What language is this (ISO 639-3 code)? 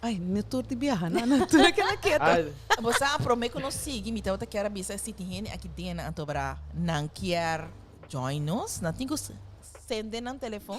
pap